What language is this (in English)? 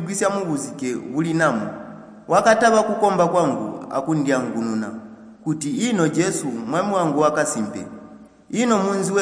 Tonga (Zambia)